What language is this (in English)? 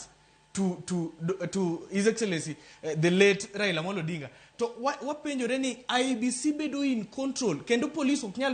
Luo (Kenya and Tanzania)